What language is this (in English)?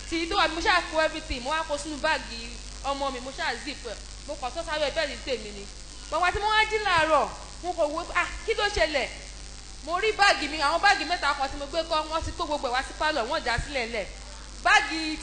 Yoruba